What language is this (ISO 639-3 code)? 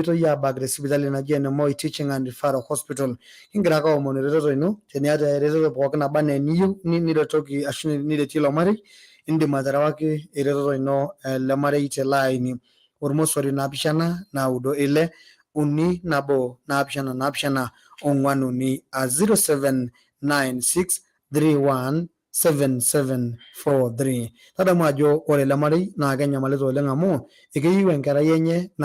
mas